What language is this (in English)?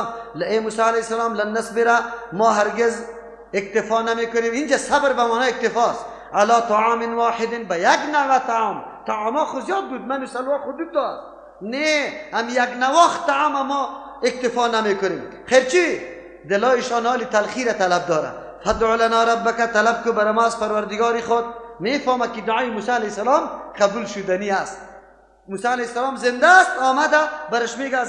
Persian